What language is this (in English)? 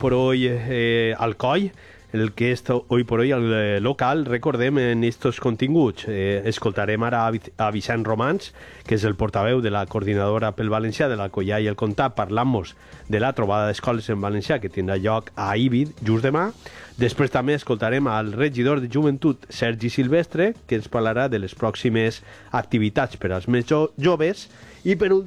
Catalan